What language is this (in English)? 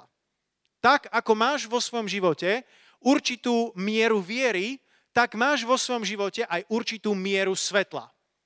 Slovak